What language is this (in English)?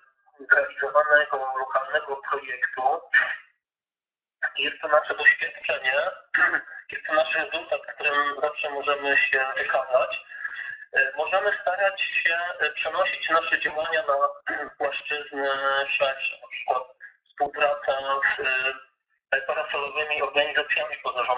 Polish